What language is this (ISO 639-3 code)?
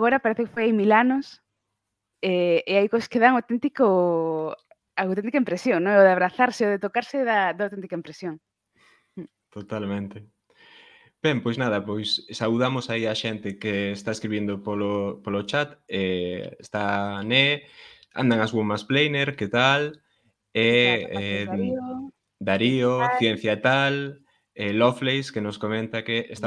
glg